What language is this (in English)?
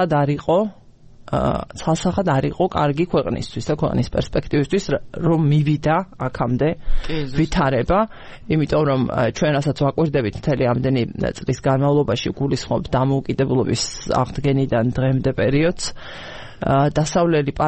Georgian